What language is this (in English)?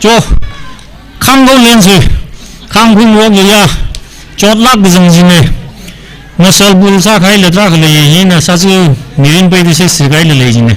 Tangkhul Naga (India)